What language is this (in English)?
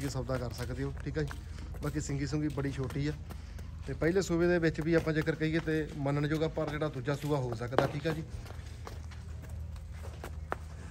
Punjabi